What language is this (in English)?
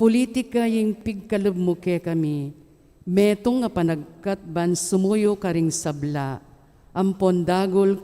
Pampanga